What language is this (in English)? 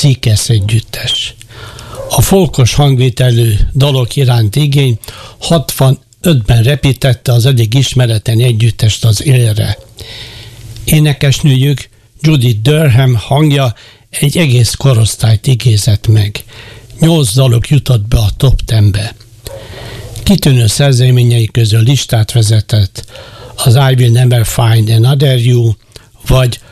Hungarian